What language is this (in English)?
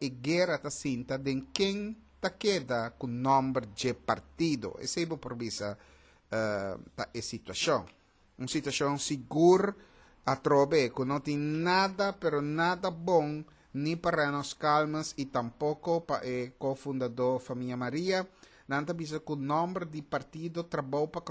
Papiamento